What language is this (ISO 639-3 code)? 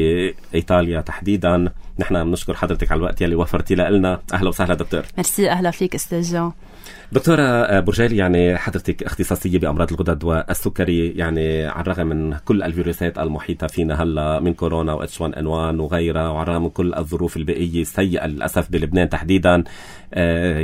apc